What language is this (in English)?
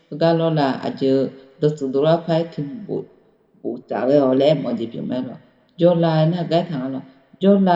Akha